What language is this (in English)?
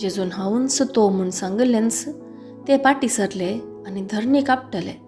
Konkani